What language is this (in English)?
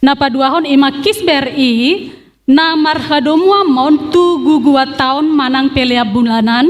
Batak Toba